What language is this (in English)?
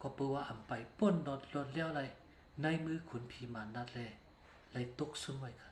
Shan